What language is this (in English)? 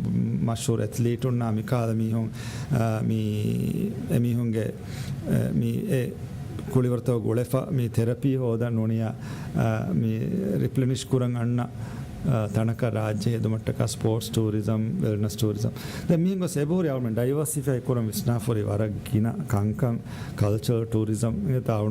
Divehi